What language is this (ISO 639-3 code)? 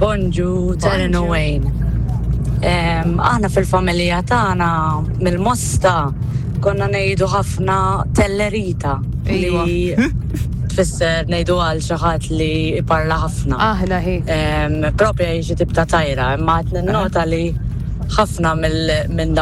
mlt